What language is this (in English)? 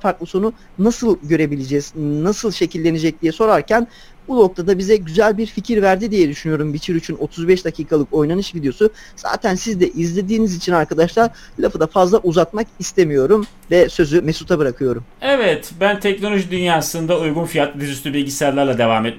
Turkish